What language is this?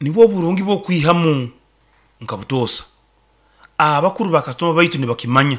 Nyoro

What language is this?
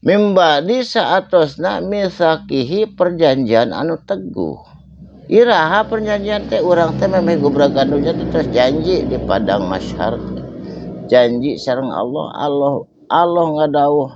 Sundanese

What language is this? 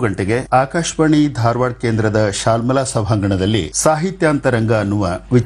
Kannada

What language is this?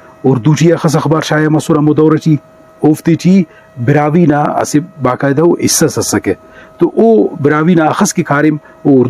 Brahui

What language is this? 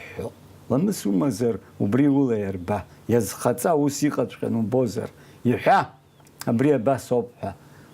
Abkhazian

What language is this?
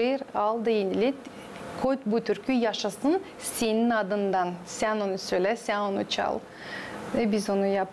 Gagauz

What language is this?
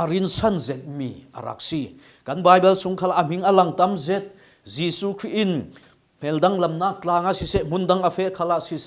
Falam Chin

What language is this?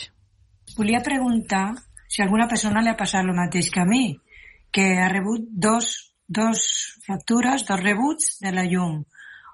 Catalan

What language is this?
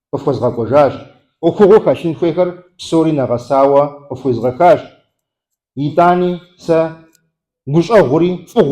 Kabardian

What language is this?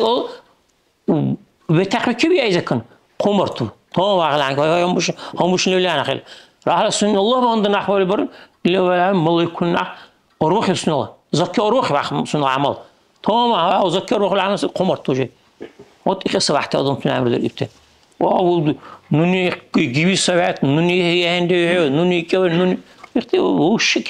Dargwa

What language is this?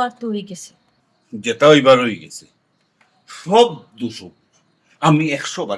Sylheti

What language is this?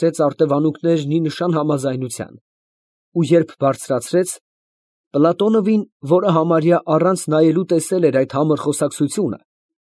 Armenian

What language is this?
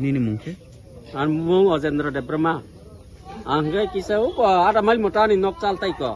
Kok Borok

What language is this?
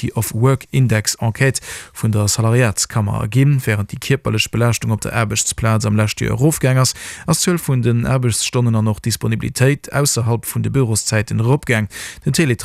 Luxembourgish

